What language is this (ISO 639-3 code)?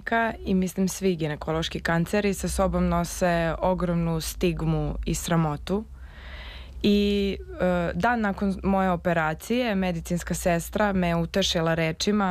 srp